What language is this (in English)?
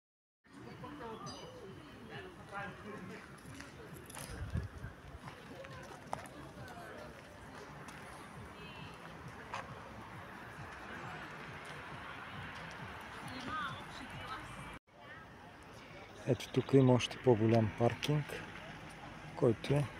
Bulgarian